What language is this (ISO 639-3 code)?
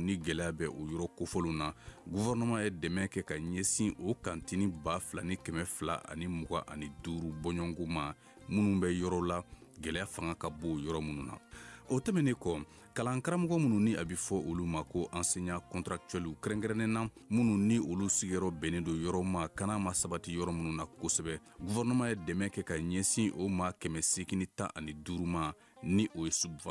bam